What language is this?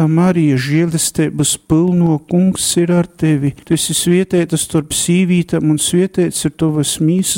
Latgalian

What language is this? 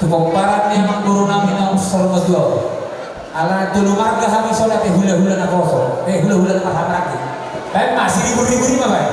Batak Toba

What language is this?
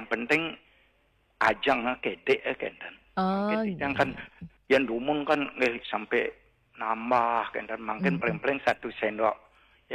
Balinese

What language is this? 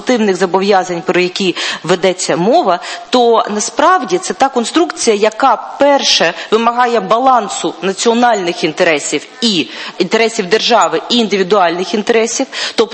Ukrainian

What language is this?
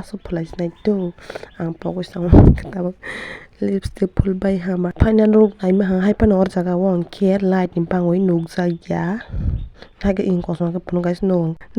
Kok Borok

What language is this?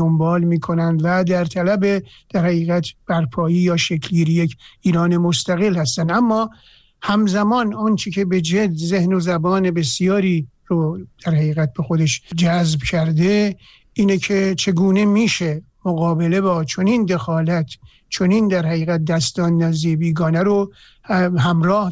Persian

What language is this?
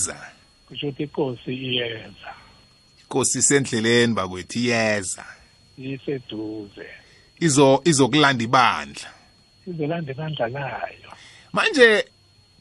South Ndebele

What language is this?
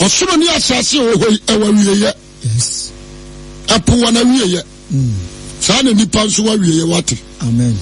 Akan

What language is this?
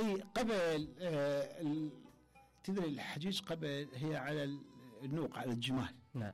Mesopotamian Arabic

